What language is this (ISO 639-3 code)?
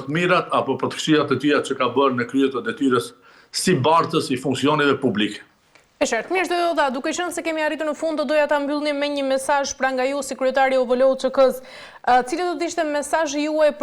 sqi